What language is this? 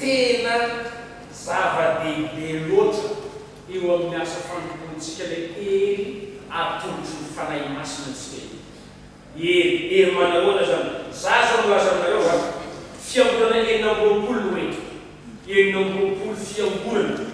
Malagasy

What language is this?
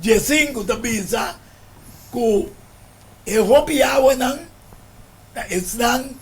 Papiamento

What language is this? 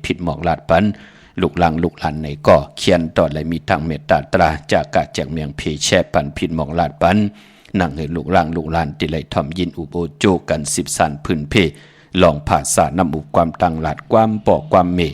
Shan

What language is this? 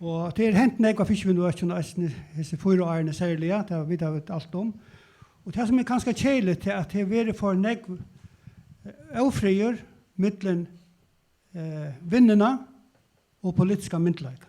Faroese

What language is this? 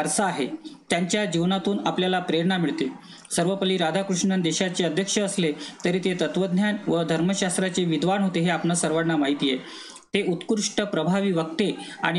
Marathi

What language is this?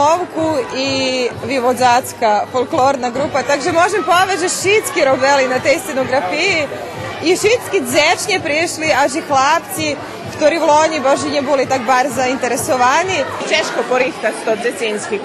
Rusyn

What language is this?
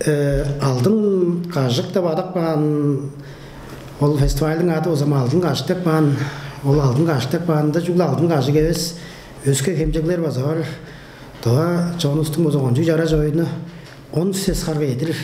Tuvinian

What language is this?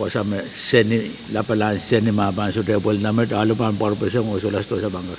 Pohnpeian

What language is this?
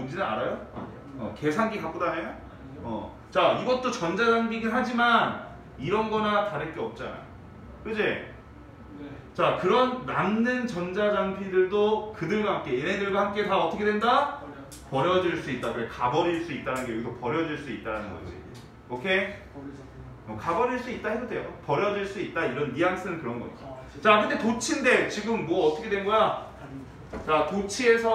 Korean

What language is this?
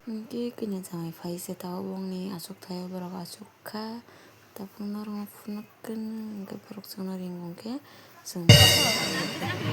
Kok Borok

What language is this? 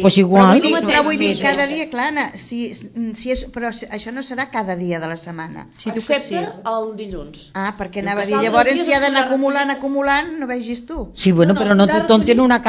Catalan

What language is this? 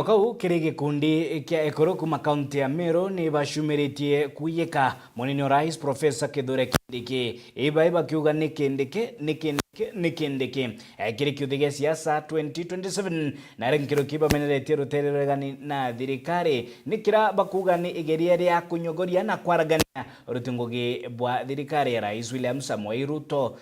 Meru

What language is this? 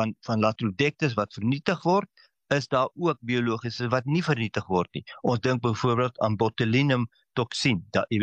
Afrikaans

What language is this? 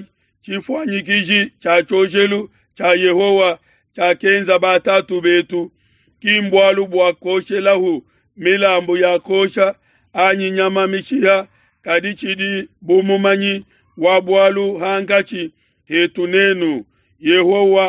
Luba-Lulua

